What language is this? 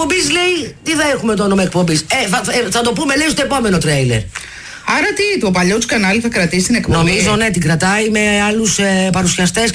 Greek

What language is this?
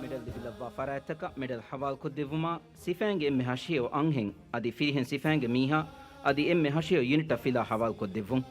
Divehi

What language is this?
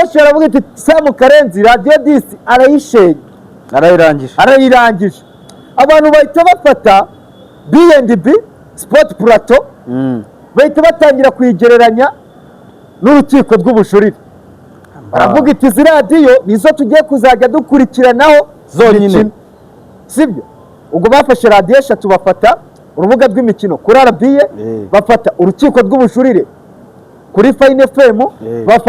Kinyarwanda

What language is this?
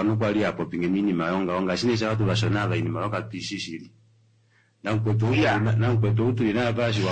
Kuanyama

